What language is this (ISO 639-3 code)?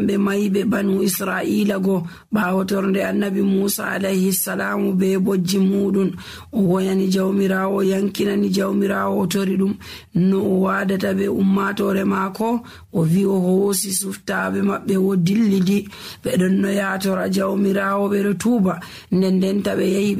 fuv